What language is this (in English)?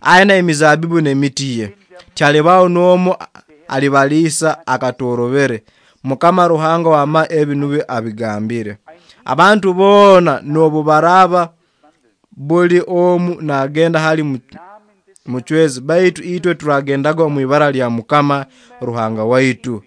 Nyoro